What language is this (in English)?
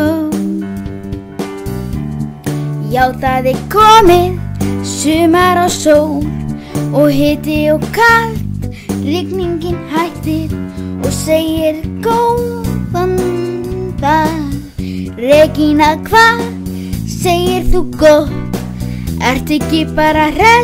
Icelandic